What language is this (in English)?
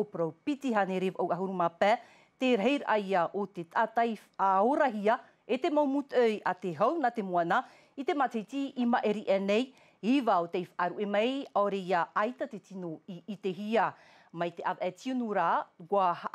Tahitian